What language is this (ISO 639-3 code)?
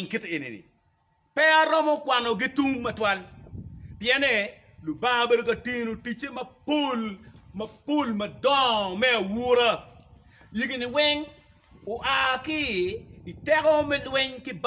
ach